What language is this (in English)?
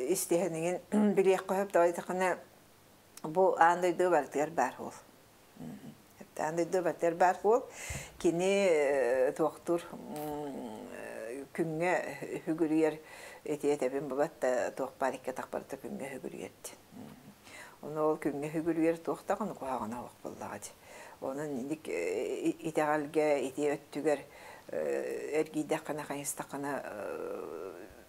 Yakut